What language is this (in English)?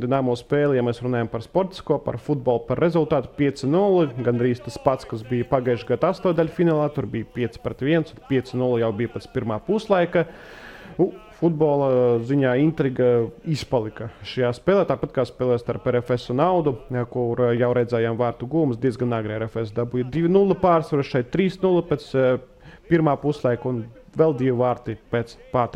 Latvian